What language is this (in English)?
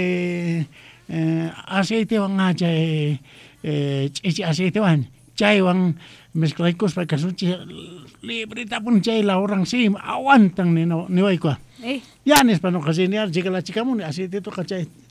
South Bolivian Quechua